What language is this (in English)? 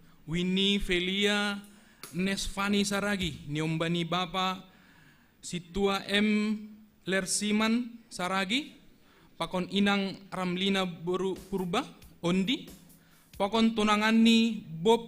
Batak Simalungun